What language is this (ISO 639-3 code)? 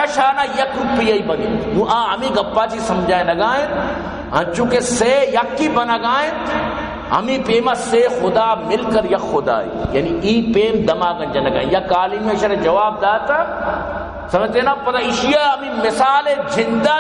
bal